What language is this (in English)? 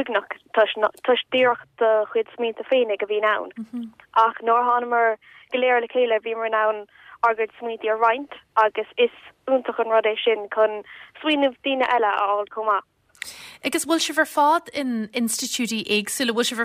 Irish